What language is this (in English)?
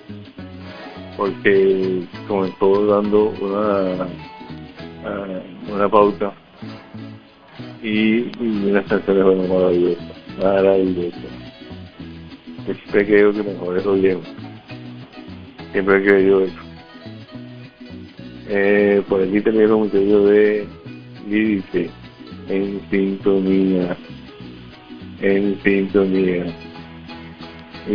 Spanish